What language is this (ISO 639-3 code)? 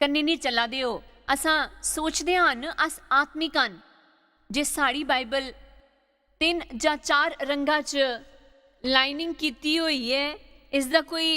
doi